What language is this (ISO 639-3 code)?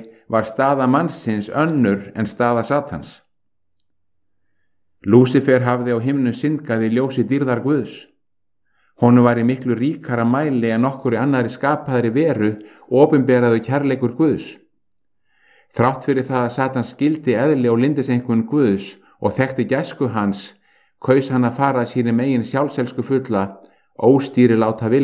isl